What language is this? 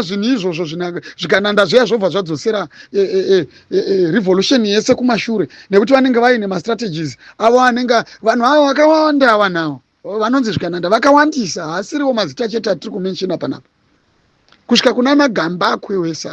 Shona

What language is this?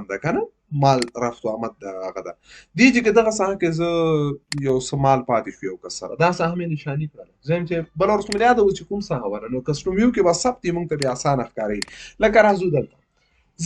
Pashto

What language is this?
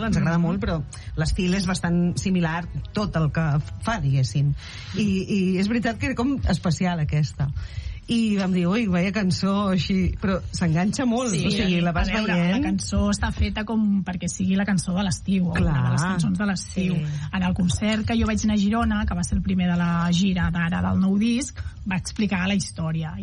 Catalan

